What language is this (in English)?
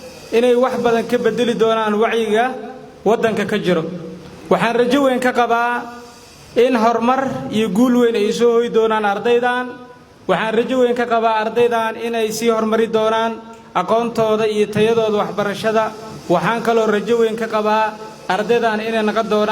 Somali